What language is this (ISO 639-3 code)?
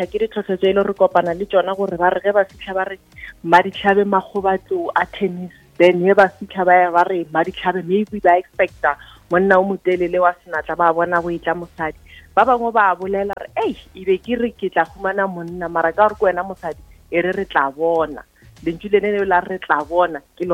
nso